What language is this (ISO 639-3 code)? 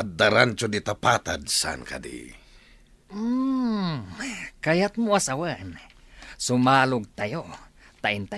ilo